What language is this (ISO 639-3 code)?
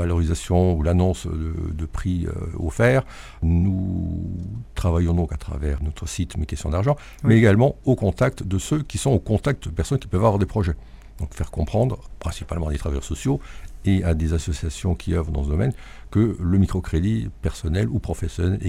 fra